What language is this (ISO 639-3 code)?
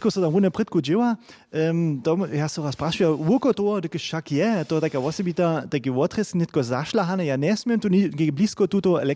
hsb